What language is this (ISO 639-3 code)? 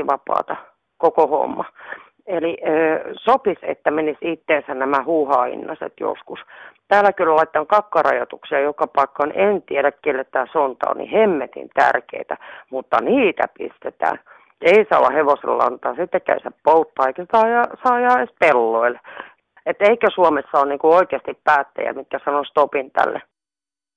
fin